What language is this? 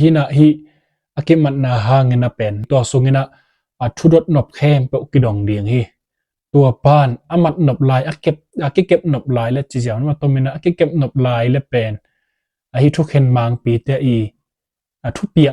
Tedim Chin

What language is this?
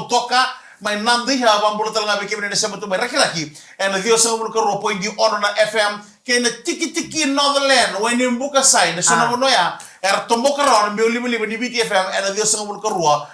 Fijian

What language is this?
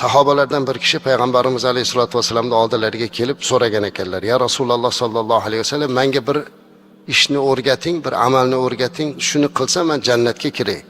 Uzbek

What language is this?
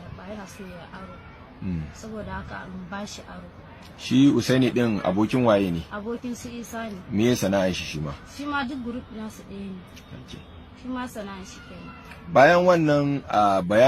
Hausa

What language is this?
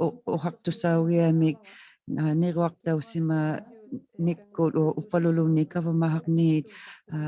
Inuktitut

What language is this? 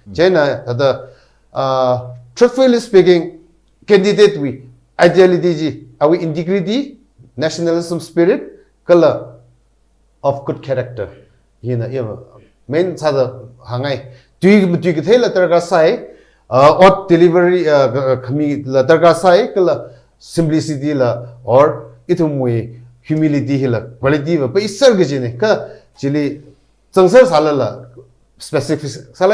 Tangkhul Naga (India)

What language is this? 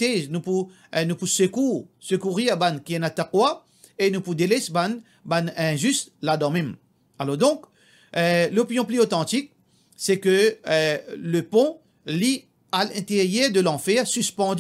Morisyen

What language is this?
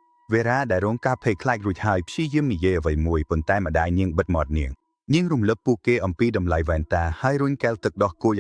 Khmer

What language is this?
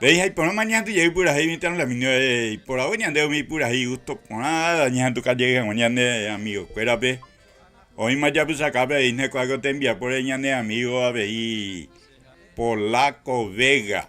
Guarani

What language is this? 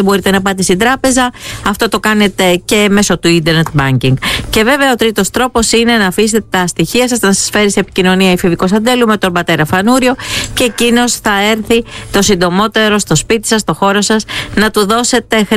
Greek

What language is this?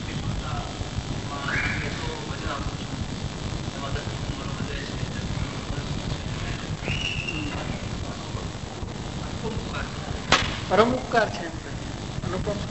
Gujarati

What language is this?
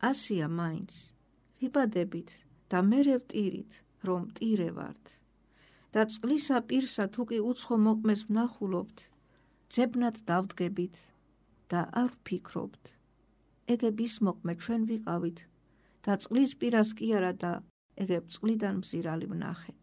Georgian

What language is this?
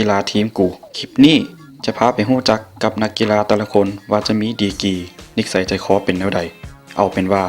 Lao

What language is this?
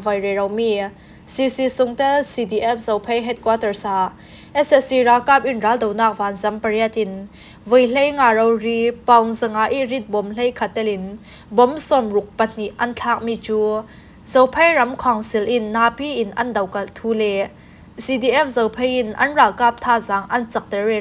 Falam Chin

